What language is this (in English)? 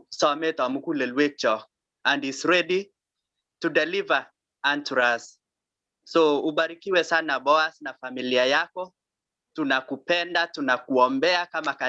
Kalenjin